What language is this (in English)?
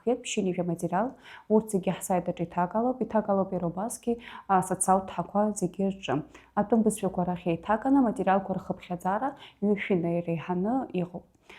Abkhazian